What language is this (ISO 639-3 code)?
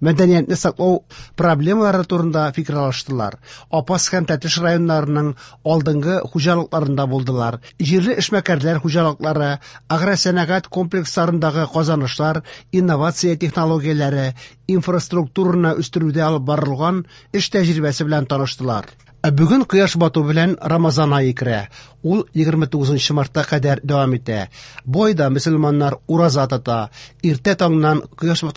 tat